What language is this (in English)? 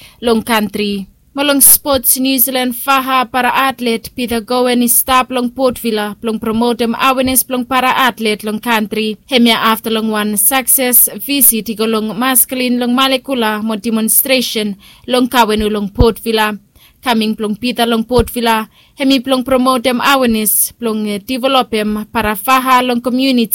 Bislama